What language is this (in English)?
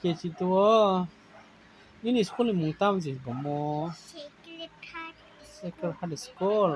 Kok Borok